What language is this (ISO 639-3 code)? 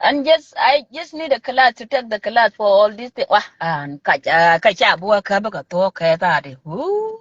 nus